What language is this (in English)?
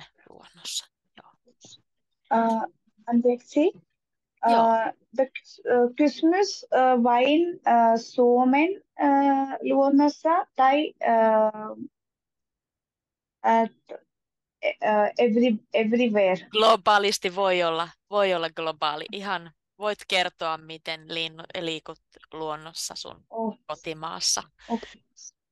Finnish